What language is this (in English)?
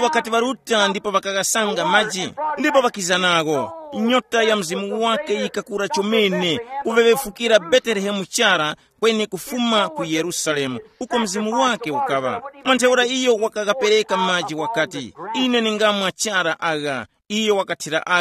Tumbuka